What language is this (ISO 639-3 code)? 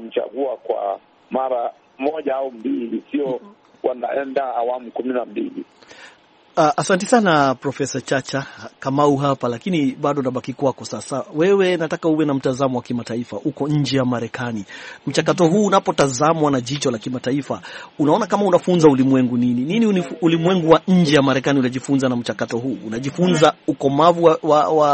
swa